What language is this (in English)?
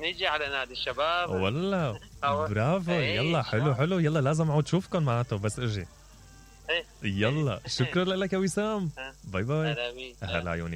Mesopotamian Arabic